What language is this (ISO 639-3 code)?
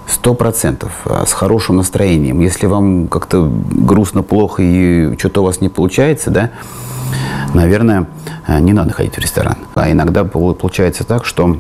rus